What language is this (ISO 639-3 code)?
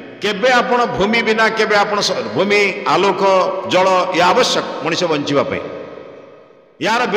ori